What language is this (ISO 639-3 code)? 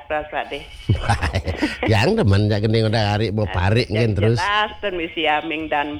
ban